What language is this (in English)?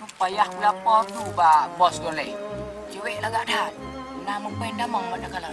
Achinese